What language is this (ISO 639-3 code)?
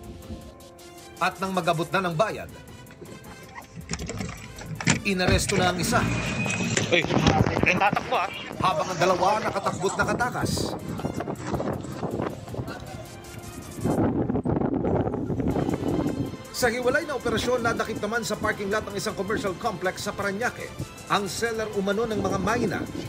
fil